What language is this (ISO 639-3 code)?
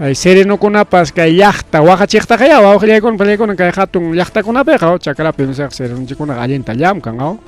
quy